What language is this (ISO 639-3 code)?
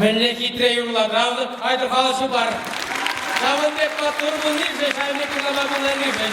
chv